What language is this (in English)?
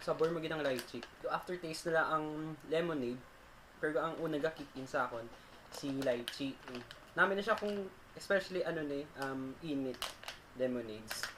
Hiligaynon